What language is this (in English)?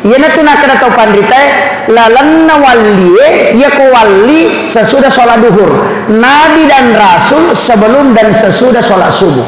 Buginese